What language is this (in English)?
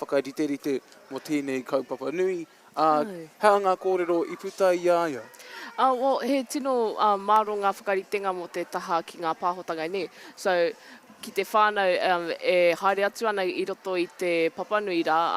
Māori